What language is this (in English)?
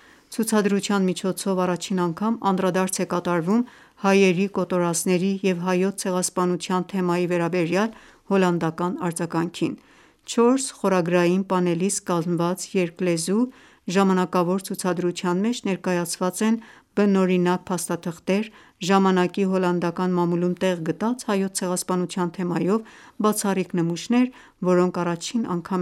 Armenian